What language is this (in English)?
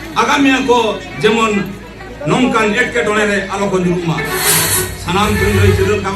Santali